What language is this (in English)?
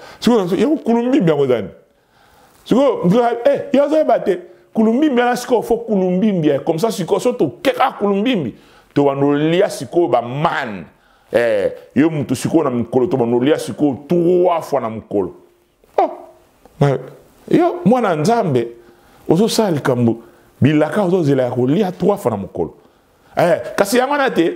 Lingala